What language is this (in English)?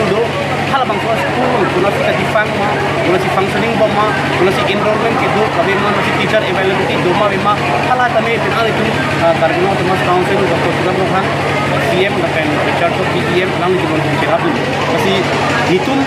Karbi